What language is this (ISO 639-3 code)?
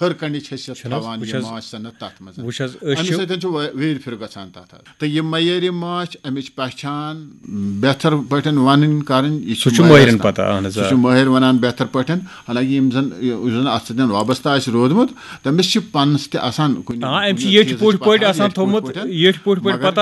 kas